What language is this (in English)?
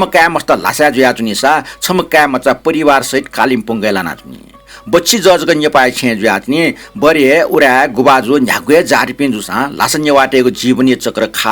Newari